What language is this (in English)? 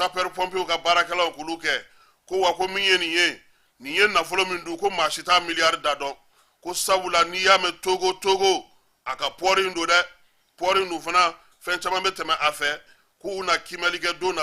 Bambara